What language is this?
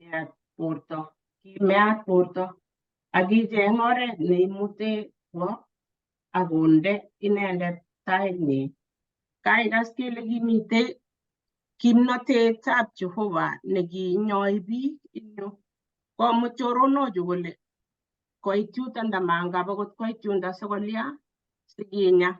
Kalenjin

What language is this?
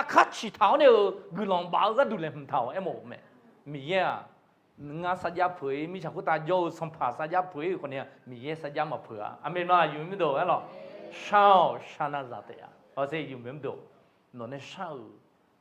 Akha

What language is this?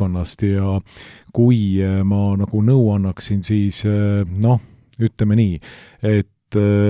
Estonian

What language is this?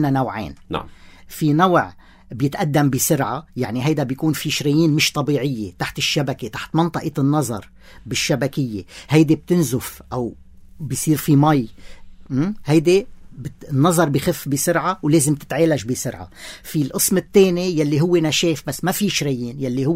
North Levantine Arabic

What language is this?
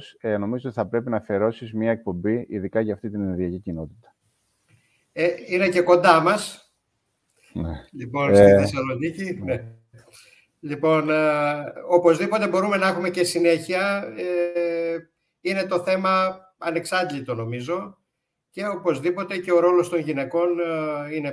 Greek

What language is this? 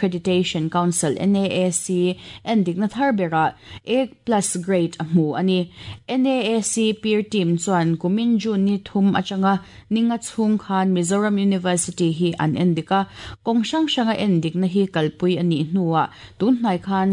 Mizo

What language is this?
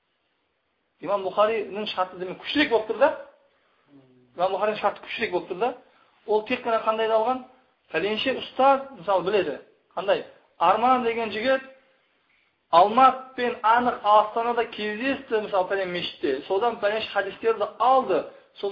Kazakh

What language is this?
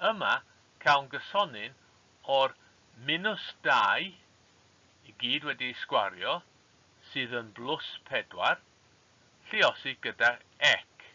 Welsh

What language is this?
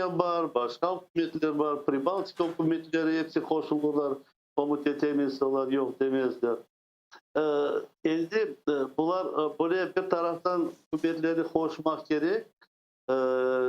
Crimean Tatar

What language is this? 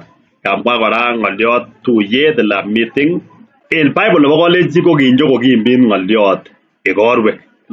Kalenjin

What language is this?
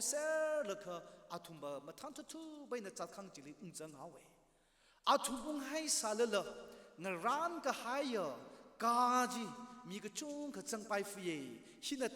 Tangkhul Naga (India)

